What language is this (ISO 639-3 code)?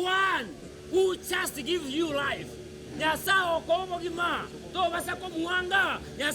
guz